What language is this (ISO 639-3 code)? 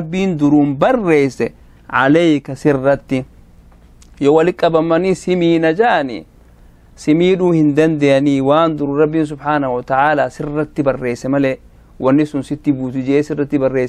orm